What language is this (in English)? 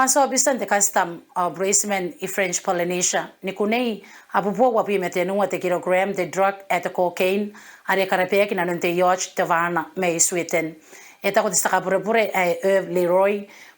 Gilbertese